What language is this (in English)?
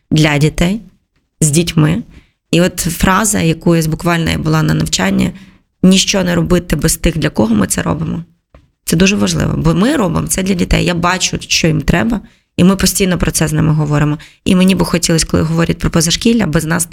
Ukrainian